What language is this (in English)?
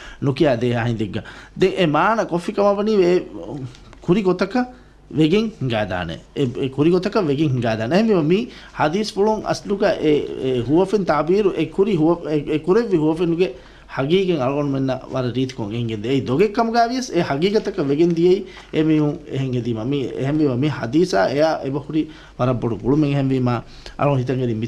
Divehi